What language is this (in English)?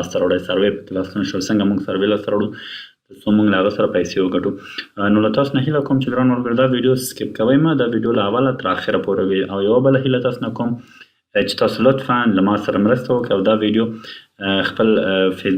Pashto